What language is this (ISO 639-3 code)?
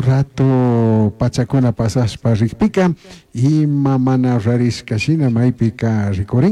qug